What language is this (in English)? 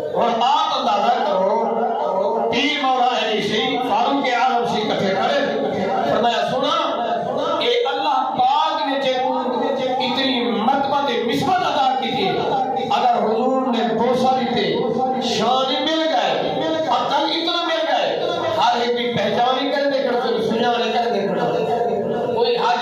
Saraiki